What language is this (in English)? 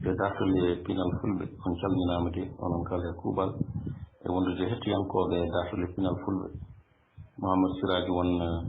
Fula